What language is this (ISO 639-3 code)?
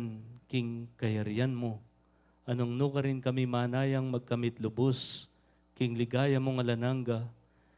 pam